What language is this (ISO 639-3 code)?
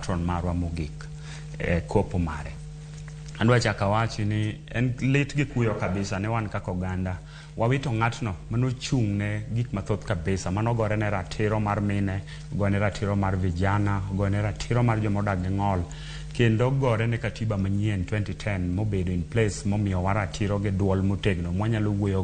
luo